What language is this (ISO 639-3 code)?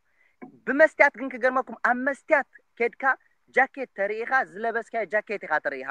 tir